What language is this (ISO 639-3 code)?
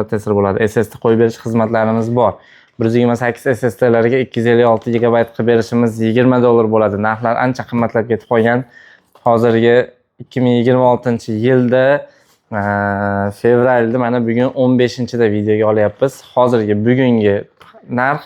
uzb